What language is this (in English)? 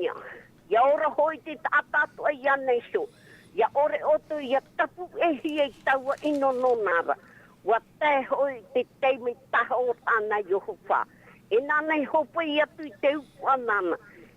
Tahitian